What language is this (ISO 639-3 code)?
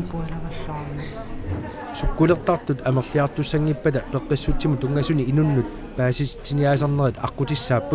kal